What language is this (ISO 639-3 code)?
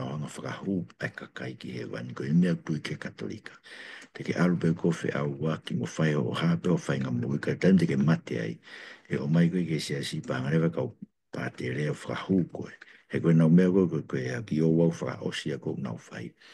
ton